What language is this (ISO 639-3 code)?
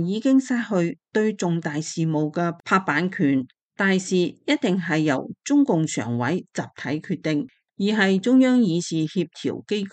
yue